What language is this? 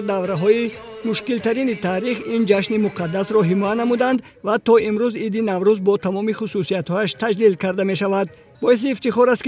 Tajik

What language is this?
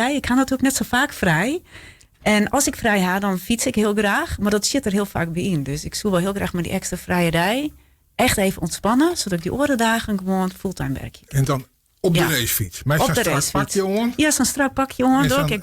Western Frisian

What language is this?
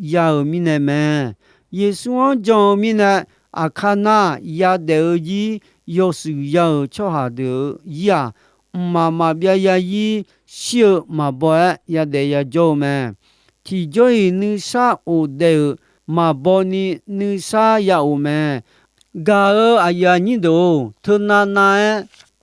Akha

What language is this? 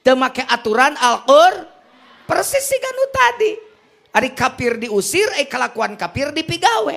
Sundanese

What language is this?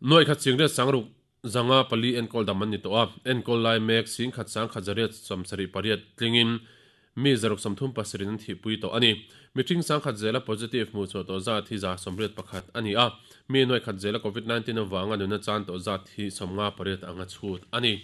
Mizo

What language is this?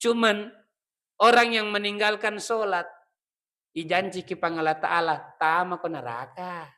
Buginese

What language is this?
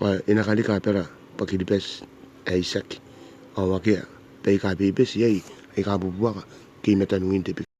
Gilbertese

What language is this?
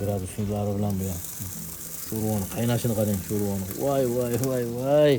Uzbek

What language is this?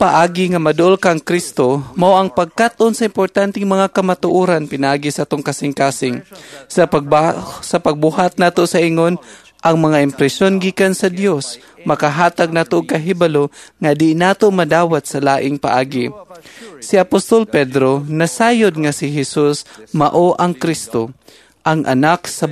Cebuano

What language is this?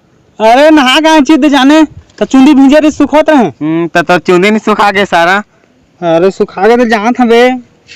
Chhattisgarhi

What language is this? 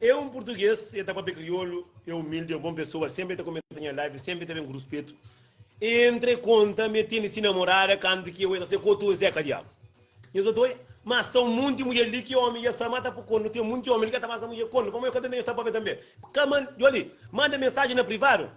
Kabuverdianu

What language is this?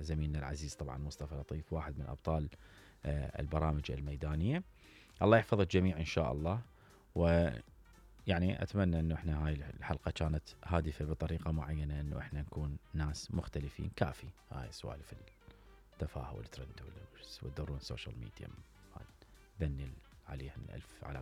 Mesopotamian Arabic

